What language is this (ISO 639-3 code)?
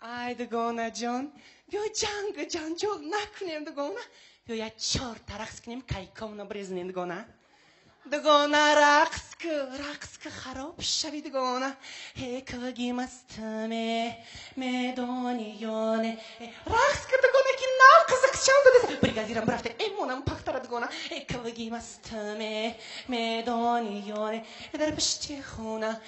tgk